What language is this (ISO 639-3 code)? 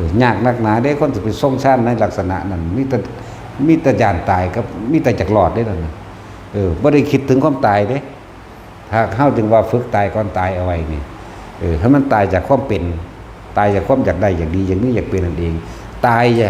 tts